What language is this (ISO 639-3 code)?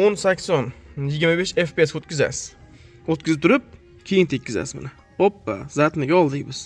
uzb